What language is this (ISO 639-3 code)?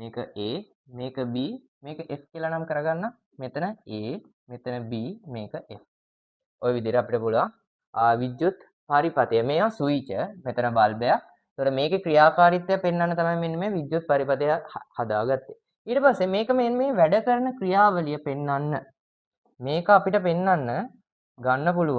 sin